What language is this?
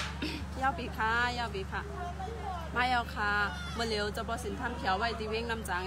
Shan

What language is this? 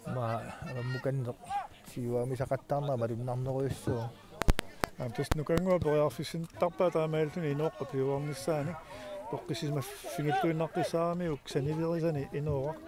Kalaallisut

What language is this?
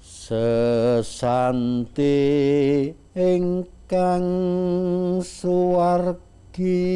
Javanese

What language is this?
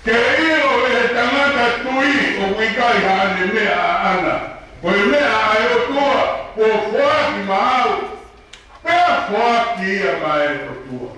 Tongan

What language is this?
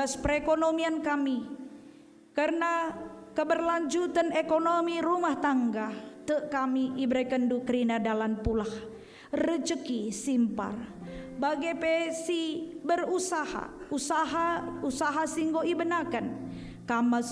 Batak Karo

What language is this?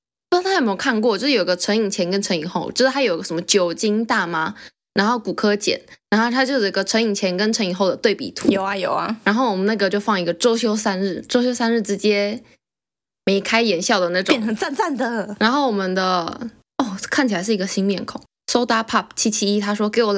Chinese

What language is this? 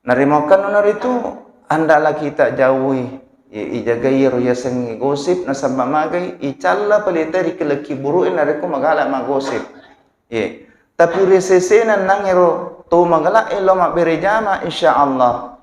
Buginese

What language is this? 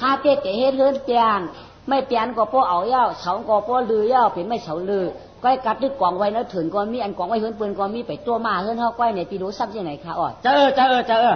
Shan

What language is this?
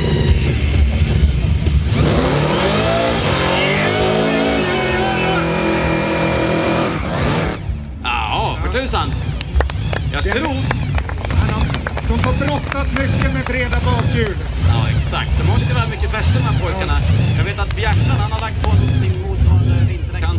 Swedish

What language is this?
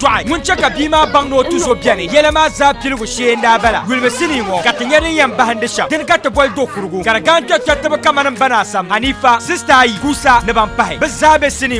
Dagbani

